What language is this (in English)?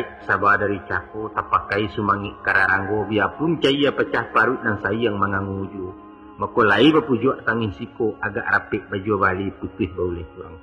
Minangkabau